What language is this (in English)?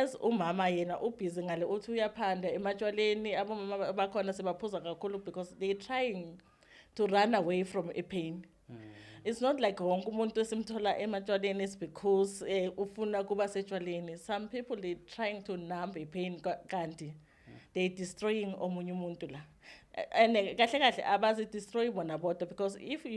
Zulu